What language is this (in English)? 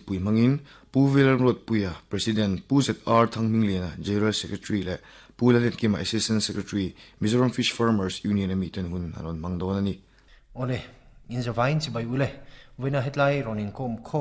Mizo